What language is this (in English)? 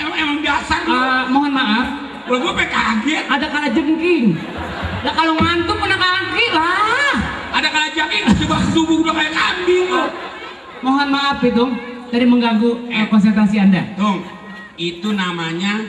Betawi